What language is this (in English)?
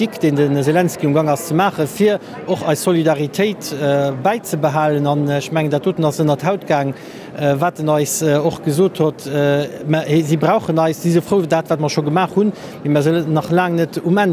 Luxembourgish